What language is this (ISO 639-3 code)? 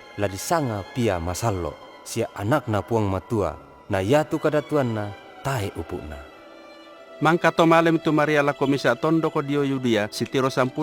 sda